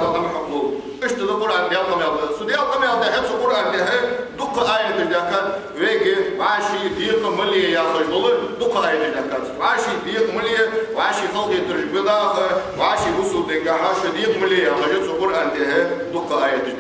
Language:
Ingush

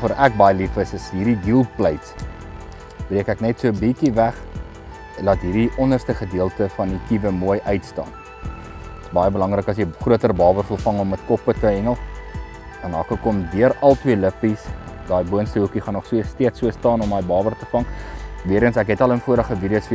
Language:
Afrikaans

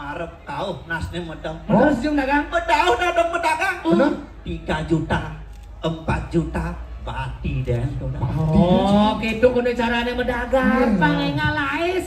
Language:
Balinese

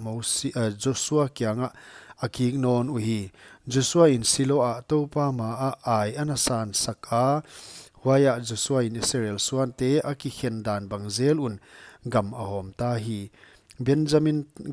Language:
Paite Chin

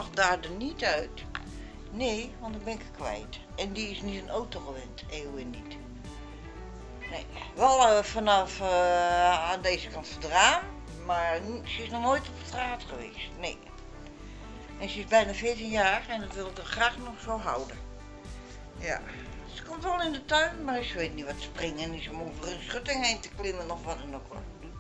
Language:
Dutch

